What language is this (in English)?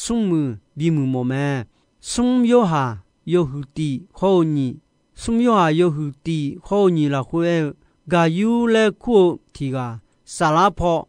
Akha